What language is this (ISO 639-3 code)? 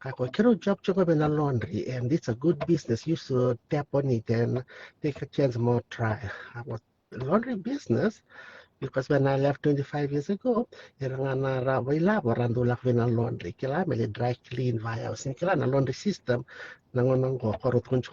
fij